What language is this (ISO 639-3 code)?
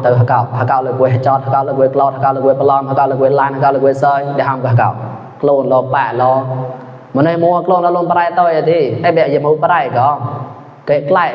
mnw